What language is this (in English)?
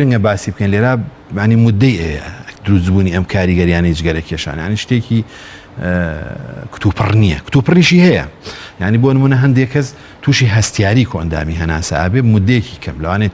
Central Kurdish